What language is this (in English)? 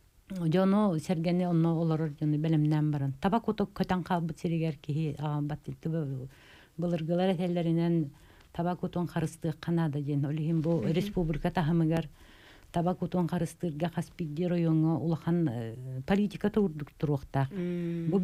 Yakut